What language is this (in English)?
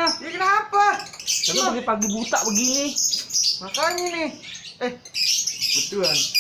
Betawi